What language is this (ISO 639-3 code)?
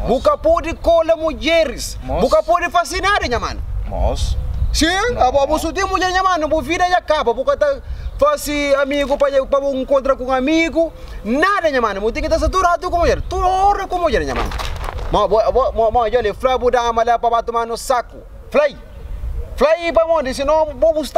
kea